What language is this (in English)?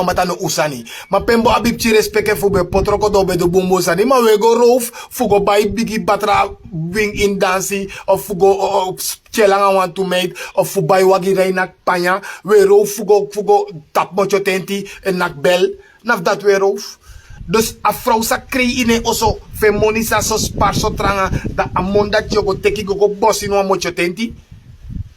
Sranan Tongo